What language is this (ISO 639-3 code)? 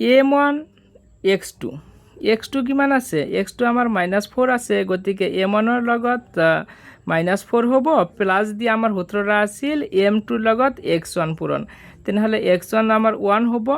asm